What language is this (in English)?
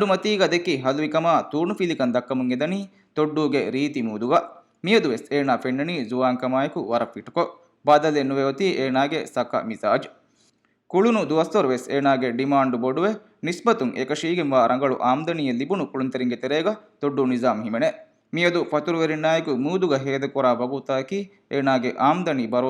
Divehi